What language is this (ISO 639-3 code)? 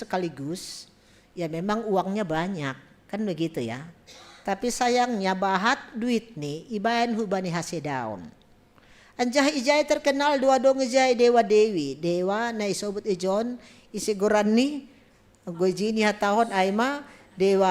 bts